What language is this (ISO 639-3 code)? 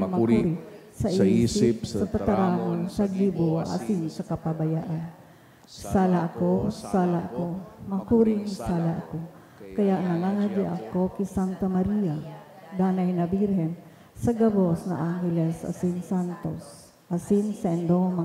bik